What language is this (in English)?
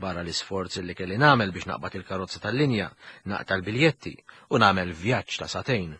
Maltese